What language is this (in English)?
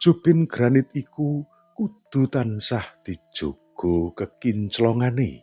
Javanese